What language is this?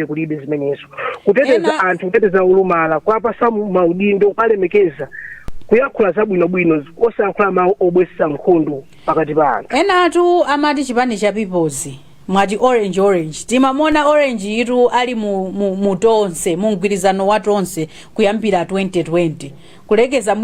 Nyanja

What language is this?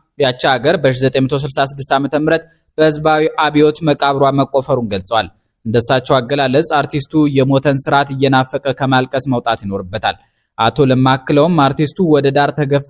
Amharic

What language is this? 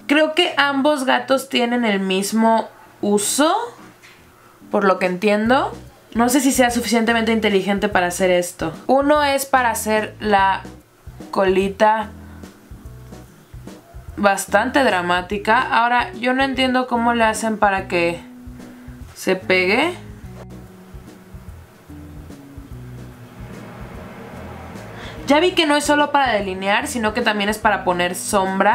Spanish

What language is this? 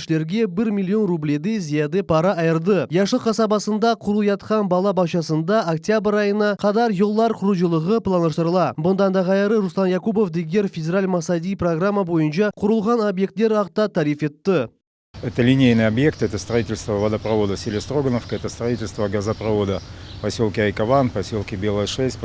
Crimean Tatar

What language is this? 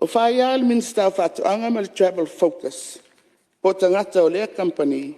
Samoan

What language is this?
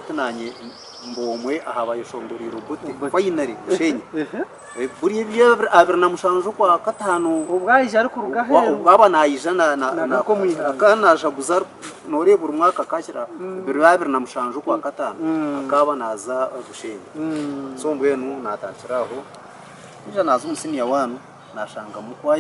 Nyankole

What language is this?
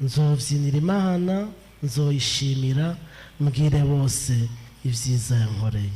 Rundi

